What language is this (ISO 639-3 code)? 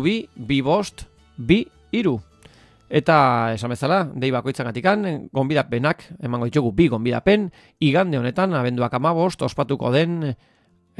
eus